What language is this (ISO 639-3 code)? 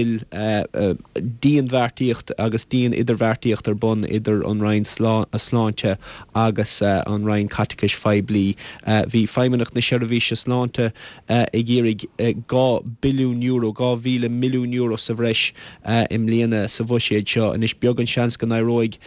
gle